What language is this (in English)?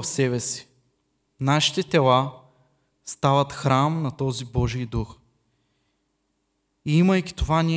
Bulgarian